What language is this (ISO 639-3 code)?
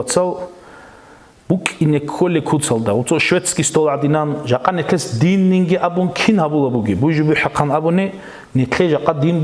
ava